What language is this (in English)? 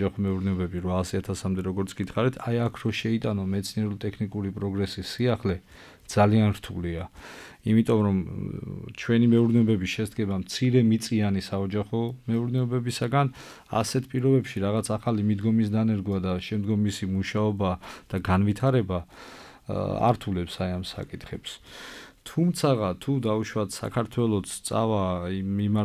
Georgian